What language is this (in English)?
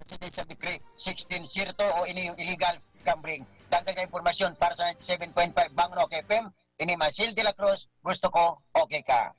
Bikol